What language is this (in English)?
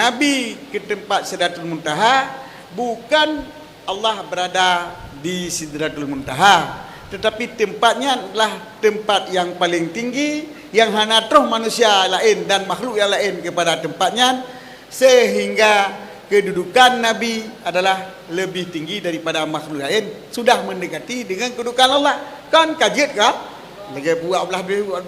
Achinese